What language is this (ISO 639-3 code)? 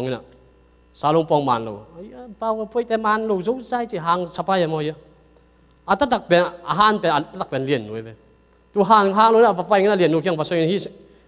ctd